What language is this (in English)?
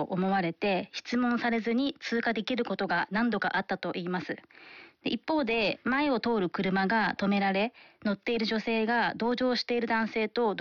Japanese